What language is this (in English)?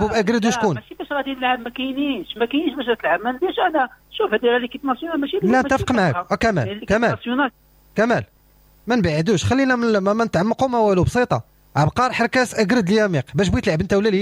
Moroccan Arabic